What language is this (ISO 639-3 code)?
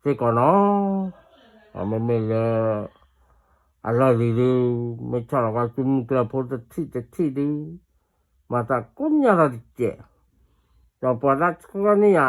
ksw